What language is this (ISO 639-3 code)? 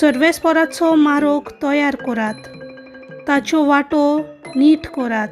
kok